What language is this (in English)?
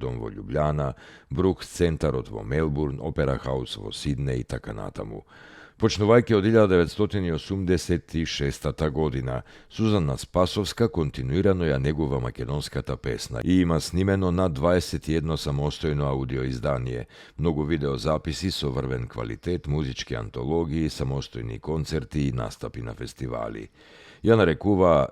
Macedonian